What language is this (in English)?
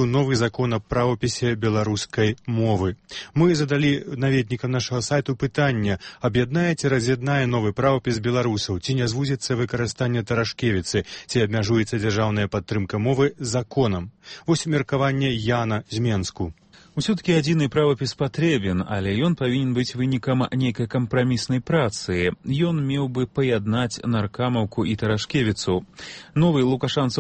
Belarusian